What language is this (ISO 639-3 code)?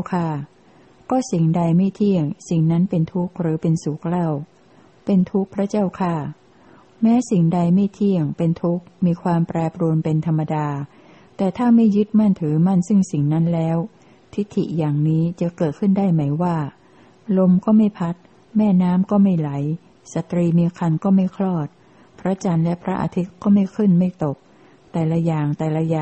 tha